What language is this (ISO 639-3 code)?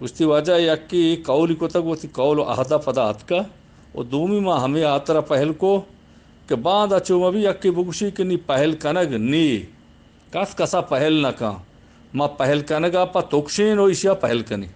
bgp